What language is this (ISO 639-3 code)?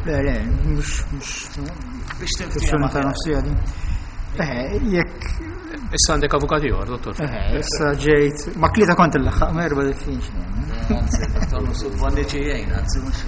mlt